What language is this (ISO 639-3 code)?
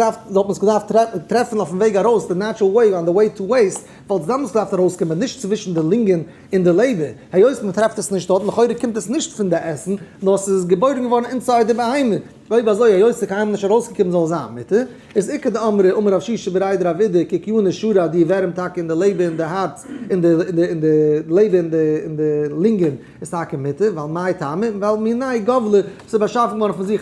yid